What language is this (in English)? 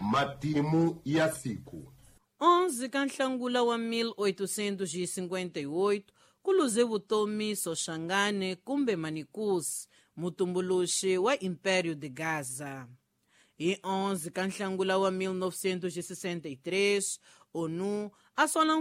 Tsonga